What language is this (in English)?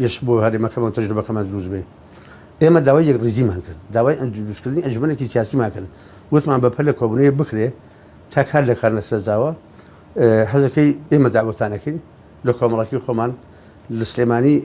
Central Kurdish